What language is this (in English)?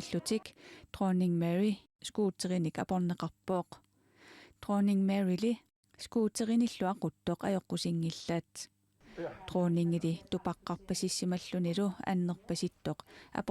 Kalaallisut